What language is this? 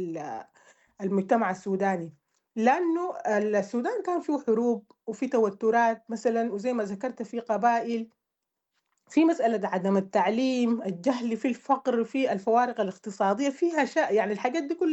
Sudanese Arabic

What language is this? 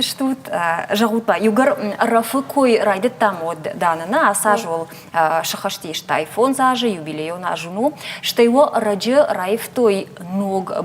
Ossetic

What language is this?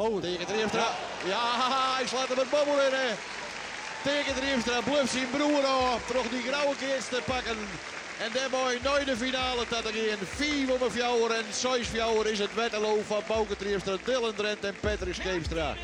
Western Frisian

